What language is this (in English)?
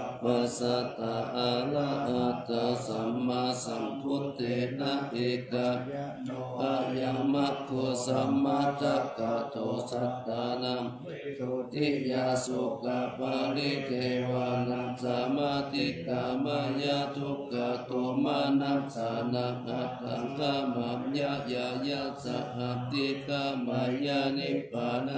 Pali